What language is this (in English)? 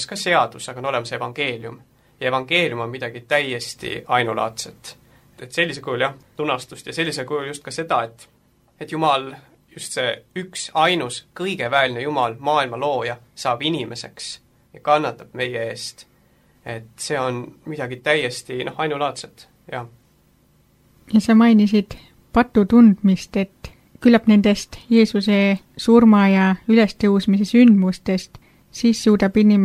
Estonian